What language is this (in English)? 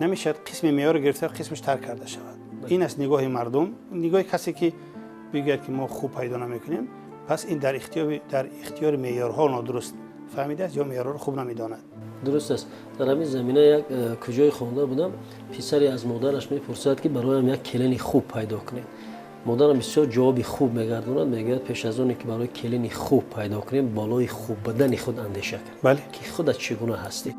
Tajik